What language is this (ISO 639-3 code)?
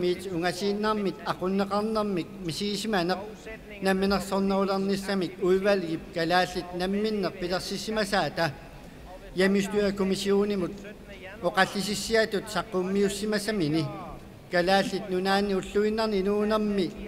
kal